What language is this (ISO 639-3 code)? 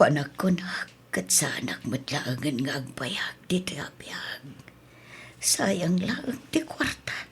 ilo